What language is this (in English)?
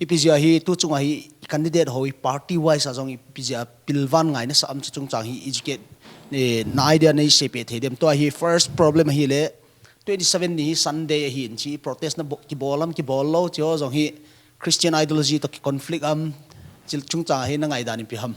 Paite Chin